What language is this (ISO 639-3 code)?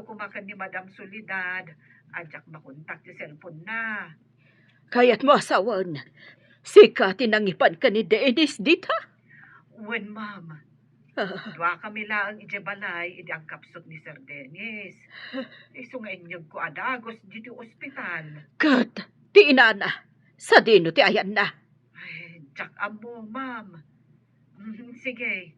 ilo